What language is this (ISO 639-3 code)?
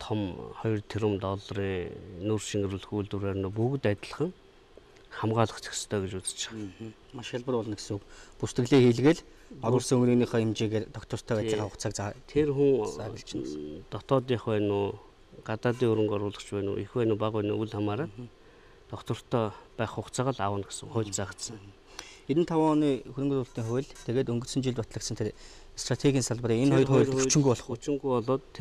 mon